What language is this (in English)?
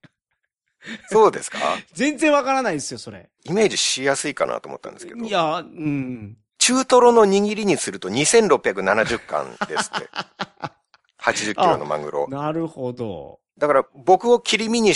Japanese